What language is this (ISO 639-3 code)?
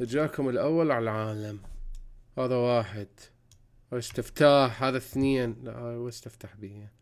acm